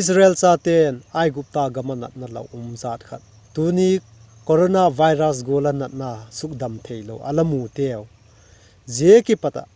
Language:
Vaiphei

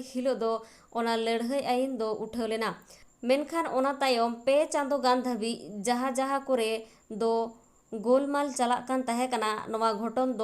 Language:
Santali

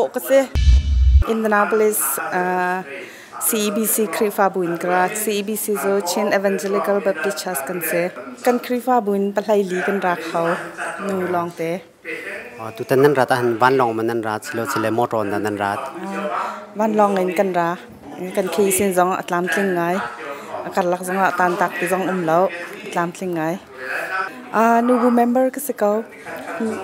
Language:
Hakha Chin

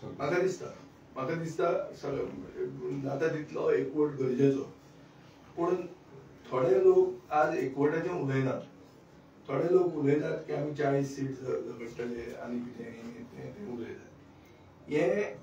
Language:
Konkani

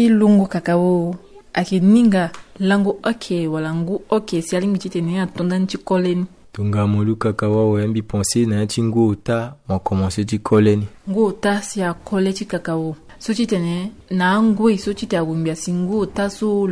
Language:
Sango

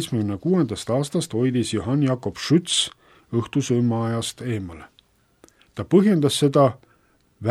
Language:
Estonian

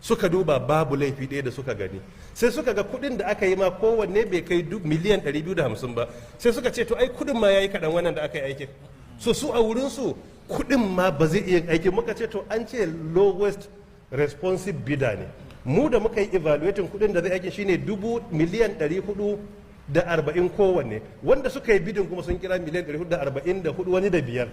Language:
Hausa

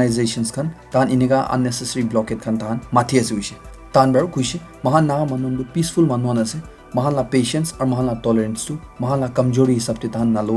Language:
Naga Pidgin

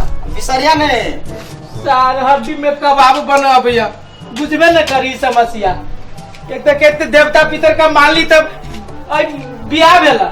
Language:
Maithili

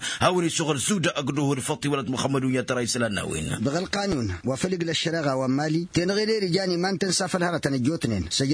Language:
Tamasheq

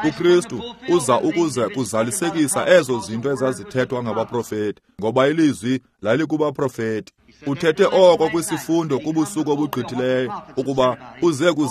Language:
Xhosa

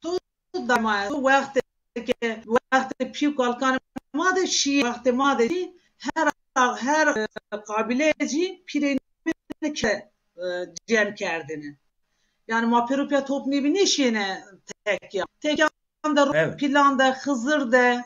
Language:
Zaza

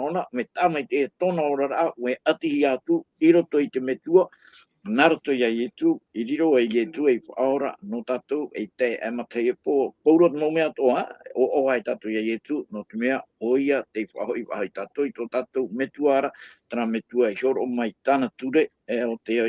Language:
Tahitian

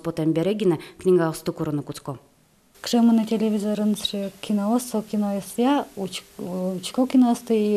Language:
Udmurt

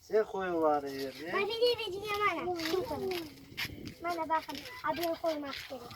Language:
Crimean Tatar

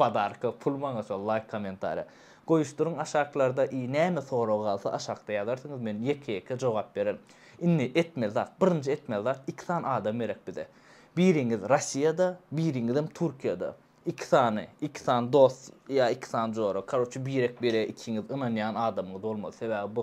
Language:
Turkmen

